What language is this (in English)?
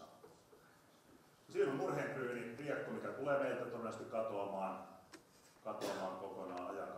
Finnish